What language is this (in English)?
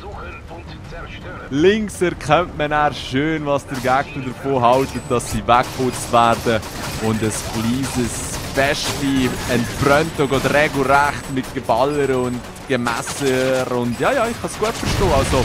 Swiss German